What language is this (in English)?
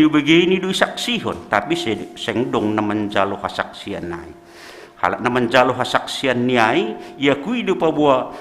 Batak Simalungun